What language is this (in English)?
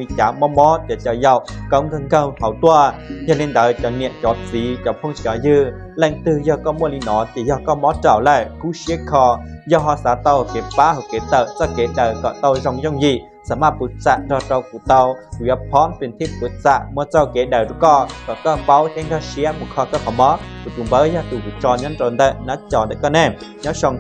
Hmong